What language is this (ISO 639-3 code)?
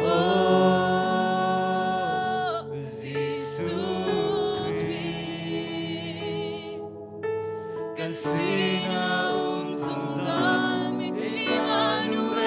cnh